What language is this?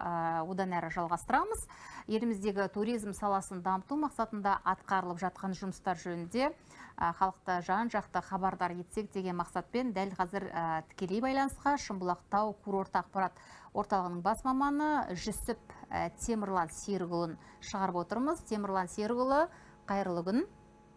Kazakh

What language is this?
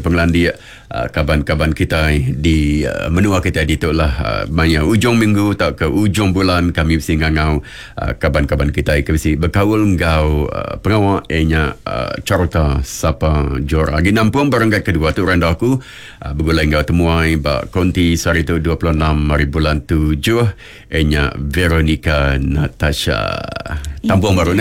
Iban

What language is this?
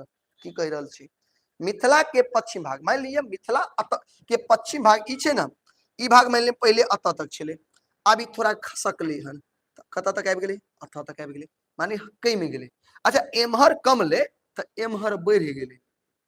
Maithili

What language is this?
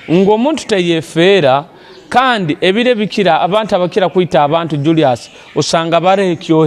Nyoro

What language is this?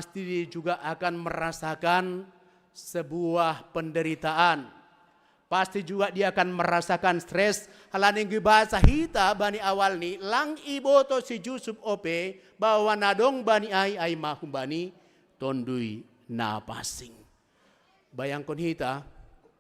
Batak Simalungun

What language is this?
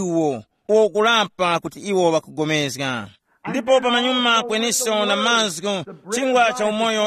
Tumbuka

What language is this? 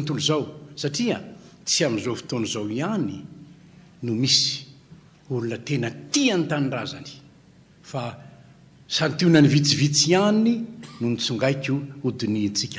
Malagasy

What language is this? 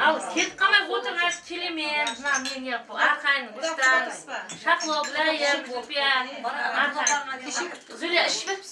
Kara-Kalpak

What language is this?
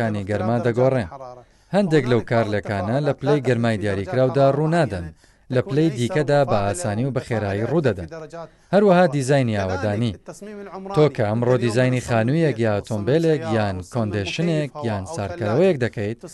Central Kurdish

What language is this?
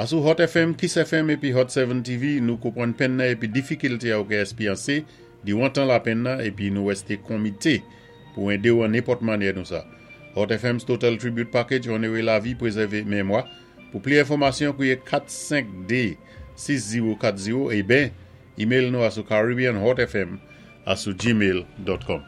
Saint Lucian Creole French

